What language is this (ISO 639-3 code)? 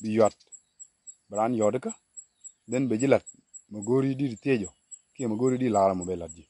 nus